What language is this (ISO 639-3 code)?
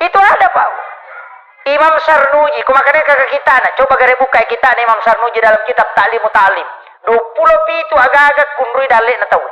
bug